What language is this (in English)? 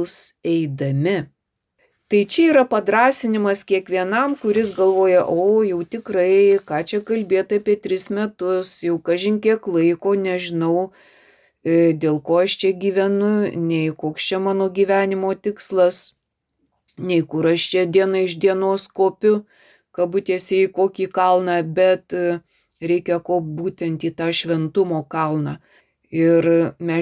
Lithuanian